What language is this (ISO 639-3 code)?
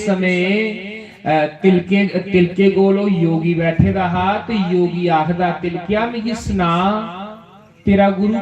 doi